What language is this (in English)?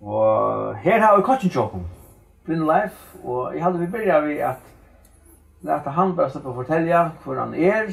Faroese